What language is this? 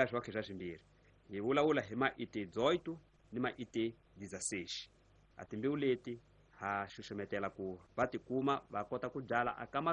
Tsonga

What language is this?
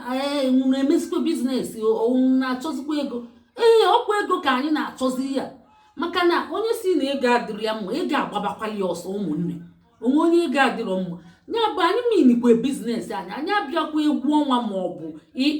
Igbo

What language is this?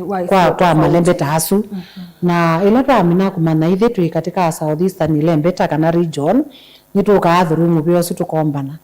Kamba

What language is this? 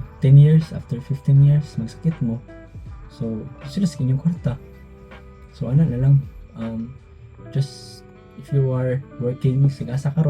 Cebuano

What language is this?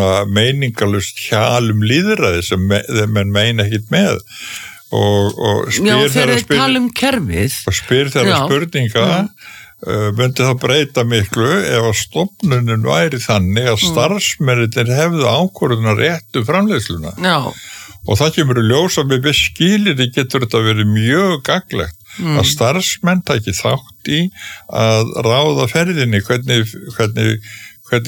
Icelandic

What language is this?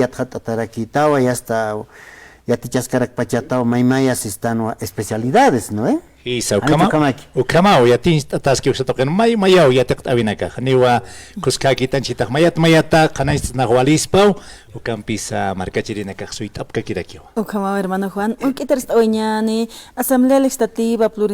Aymara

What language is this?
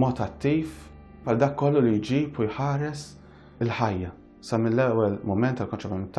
Maltese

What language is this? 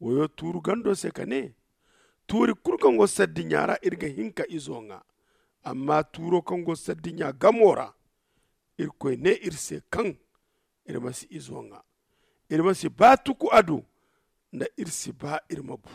Zarma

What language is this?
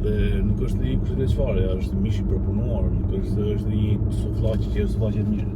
Albanian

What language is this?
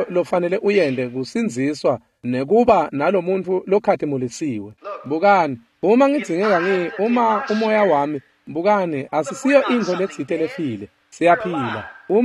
Swati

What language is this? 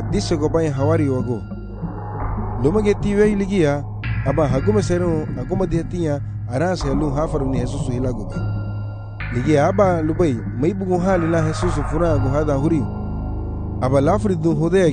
Garifuna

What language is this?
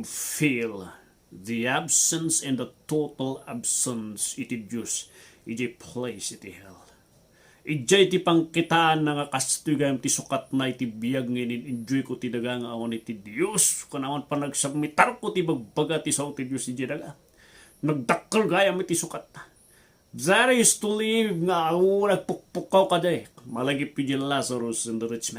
Iloko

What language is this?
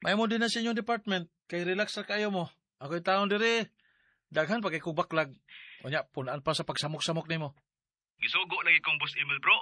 Cebuano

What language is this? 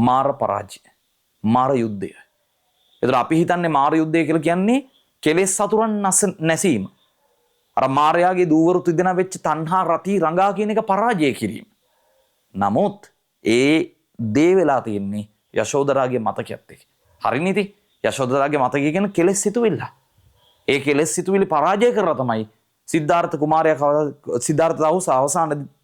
Sinhala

